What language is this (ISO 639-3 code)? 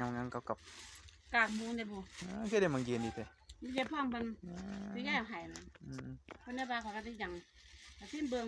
lao